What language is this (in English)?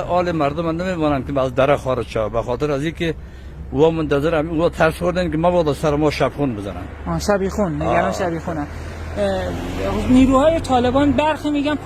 Persian